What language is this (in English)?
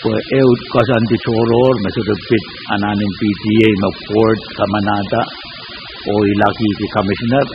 Pohnpeian